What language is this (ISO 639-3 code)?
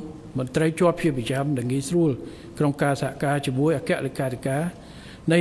khm